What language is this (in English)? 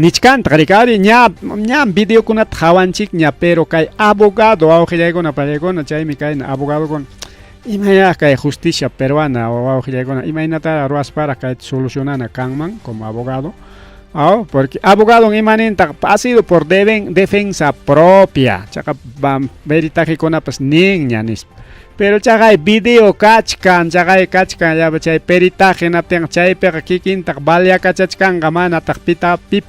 Ayacucho Quechua